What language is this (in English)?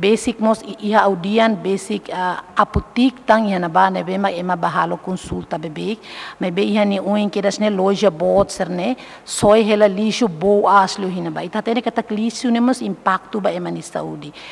Tetum